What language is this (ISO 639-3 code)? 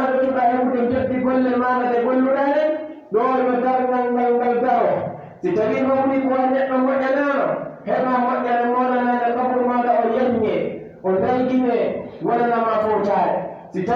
fuf